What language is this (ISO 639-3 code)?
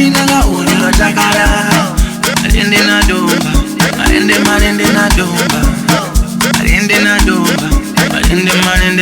ven